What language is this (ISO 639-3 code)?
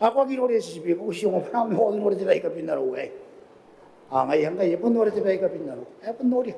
gil